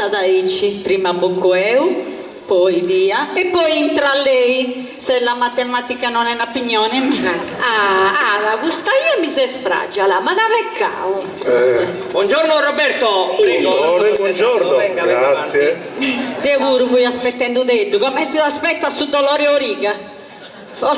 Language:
Sardinian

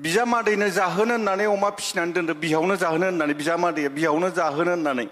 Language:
Bodo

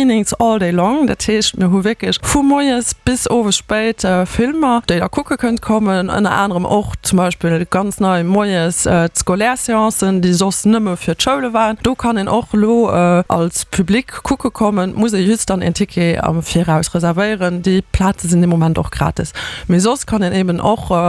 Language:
Luxembourgish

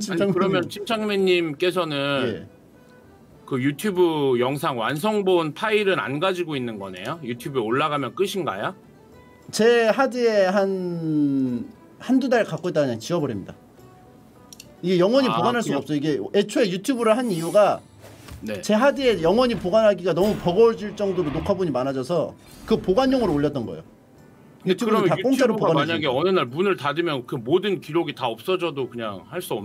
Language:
Korean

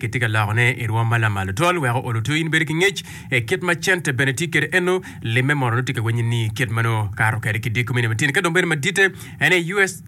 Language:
Acoli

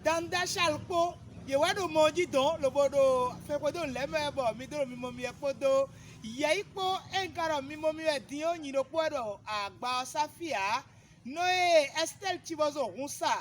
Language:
Fon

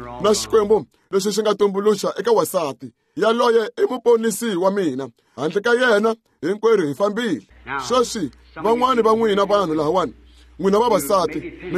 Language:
Tsonga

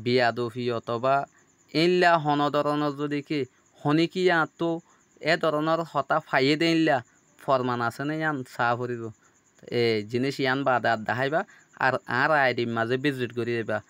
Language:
Rohingya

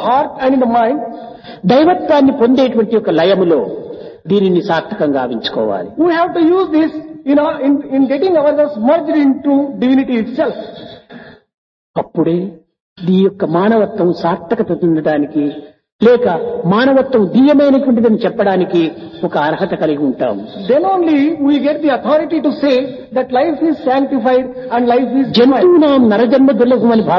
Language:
Telugu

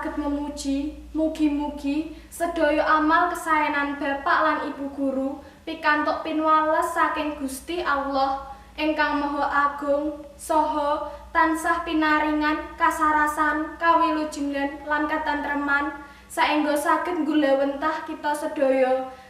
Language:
Javanese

